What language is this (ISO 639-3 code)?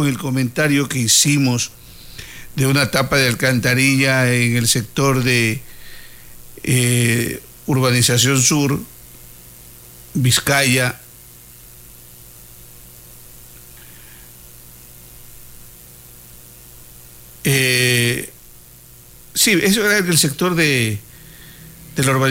spa